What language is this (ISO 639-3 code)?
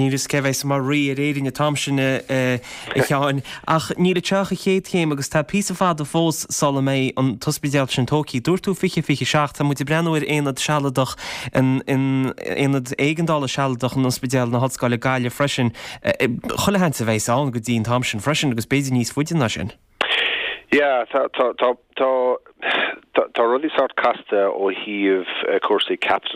gle